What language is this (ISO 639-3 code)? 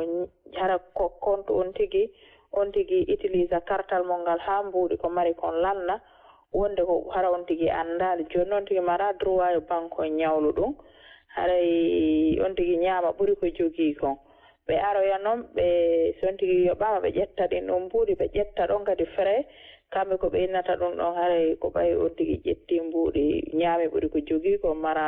ful